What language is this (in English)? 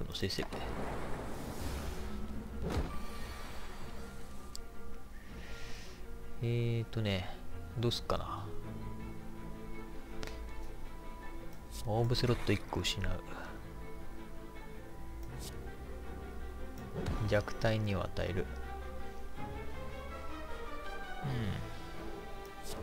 Japanese